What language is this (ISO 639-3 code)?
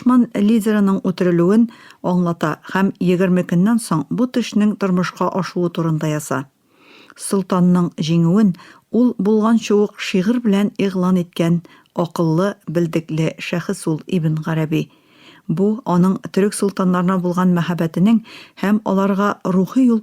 tat